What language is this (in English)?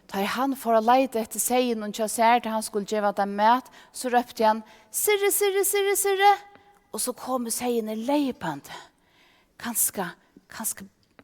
Faroese